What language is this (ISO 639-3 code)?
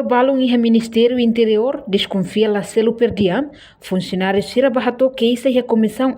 tet